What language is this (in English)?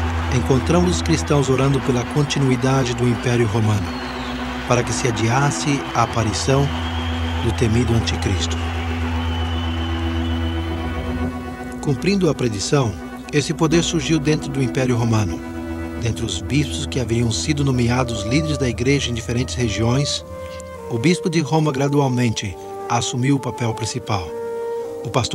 Portuguese